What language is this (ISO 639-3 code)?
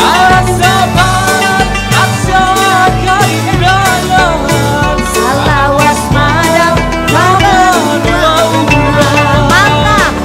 bjn